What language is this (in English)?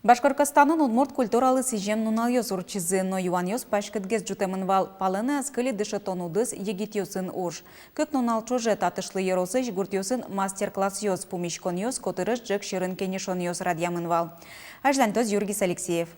Udmurt